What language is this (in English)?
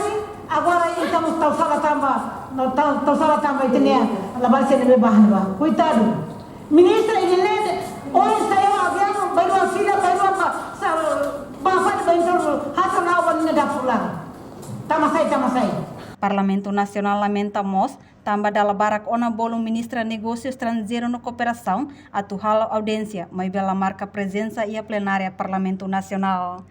Tetum